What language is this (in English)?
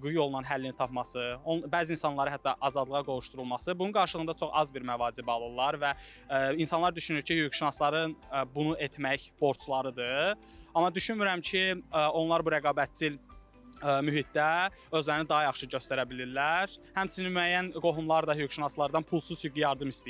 Azerbaijani